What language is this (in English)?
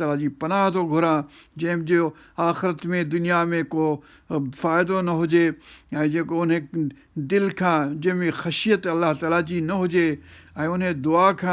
Sindhi